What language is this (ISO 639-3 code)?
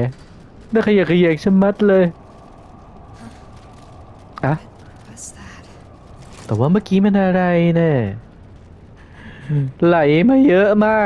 tha